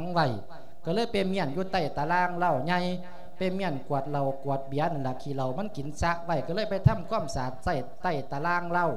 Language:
Lao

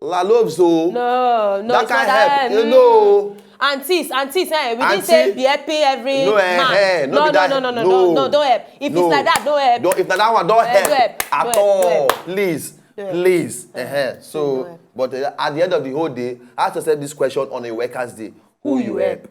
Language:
Nigerian Pidgin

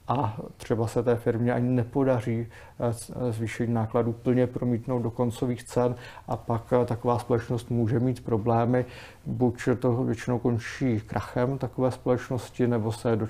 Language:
Czech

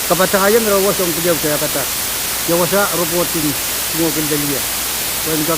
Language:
Pohnpeian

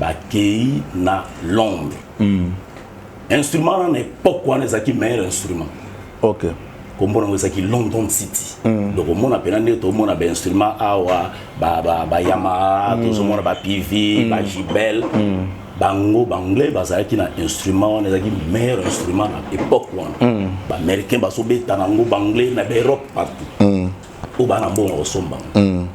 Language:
Lingala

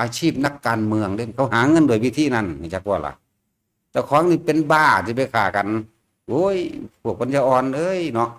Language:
Northeastern Thai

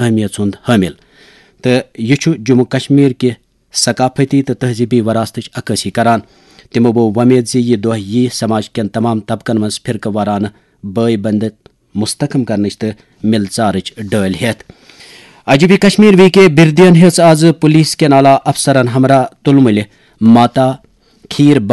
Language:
Kashmiri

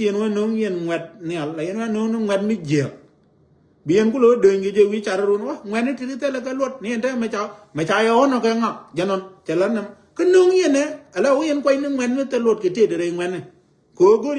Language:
Nuer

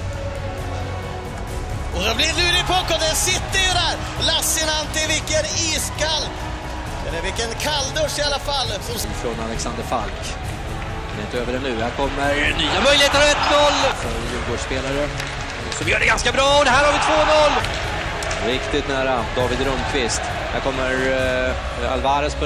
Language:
Swedish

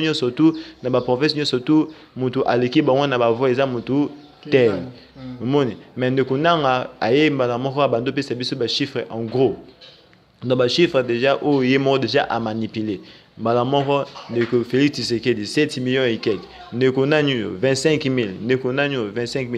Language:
Lingala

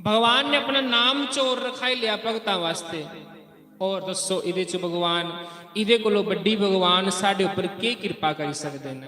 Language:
Dogri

